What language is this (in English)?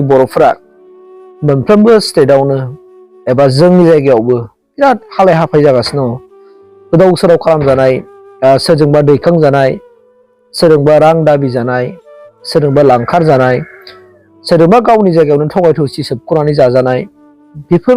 Bodo